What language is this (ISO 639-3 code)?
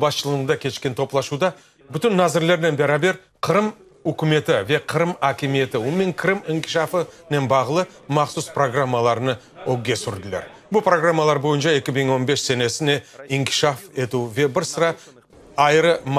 crh